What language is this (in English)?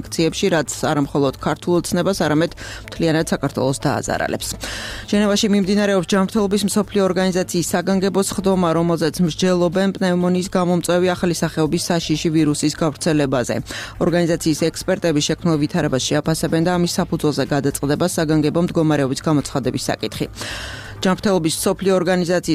Georgian